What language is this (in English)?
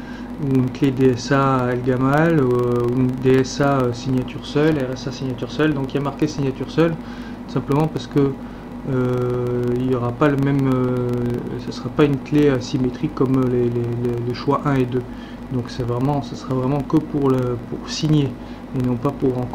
French